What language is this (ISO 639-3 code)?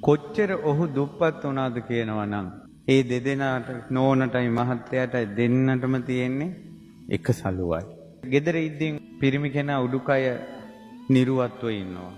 sin